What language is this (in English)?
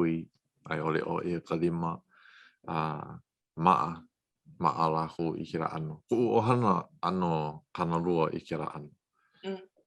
Hawaiian